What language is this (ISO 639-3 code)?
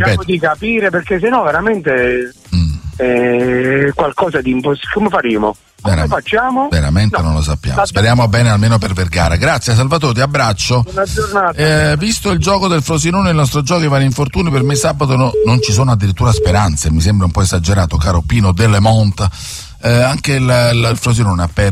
ita